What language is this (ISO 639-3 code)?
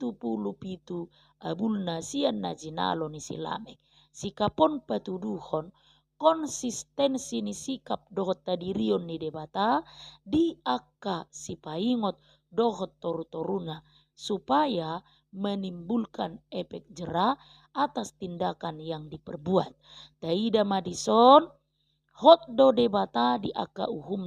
bbc